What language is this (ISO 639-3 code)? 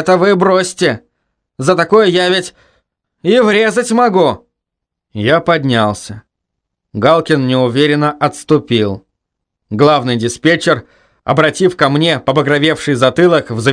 rus